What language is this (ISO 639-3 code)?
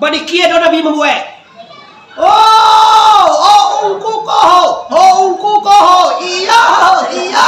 min